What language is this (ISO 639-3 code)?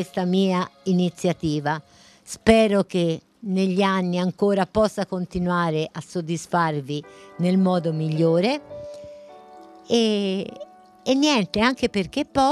ita